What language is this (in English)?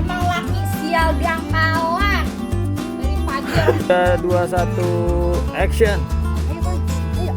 Betawi